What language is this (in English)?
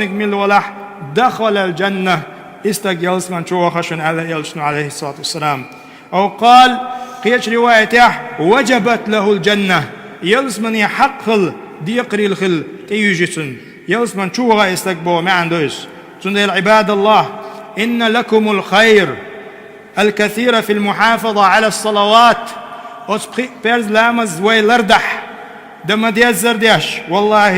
Chechen